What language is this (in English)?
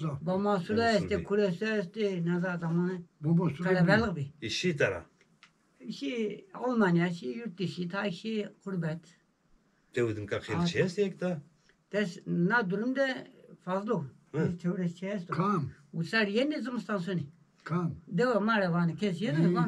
Zaza